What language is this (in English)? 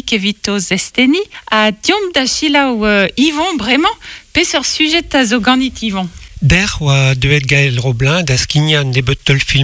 Breton